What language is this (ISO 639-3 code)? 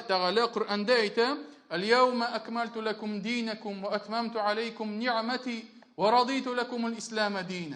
tat